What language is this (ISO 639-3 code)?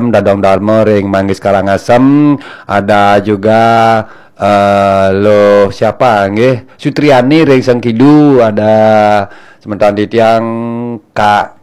ban